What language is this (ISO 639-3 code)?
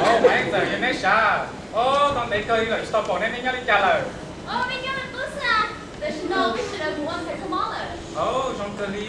hmn